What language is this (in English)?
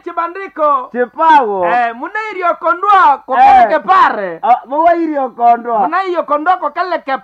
Nande